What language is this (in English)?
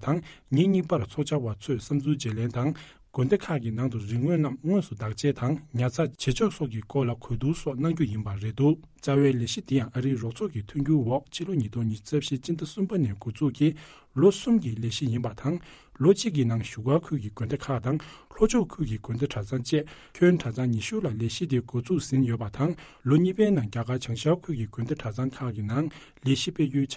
Tibetan